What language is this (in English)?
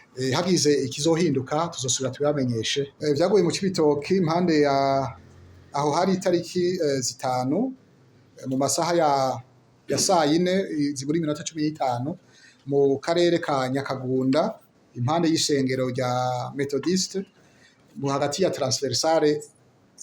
Rundi